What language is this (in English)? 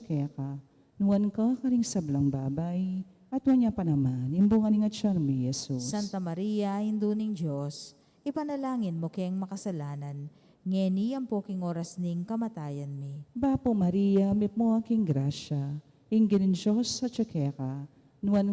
Pampanga